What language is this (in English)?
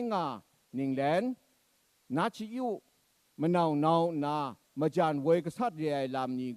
Kachin